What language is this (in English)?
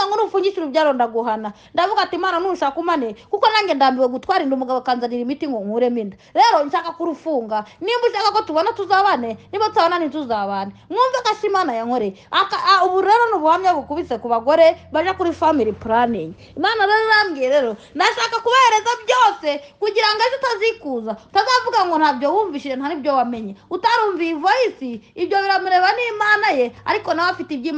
Kinyarwanda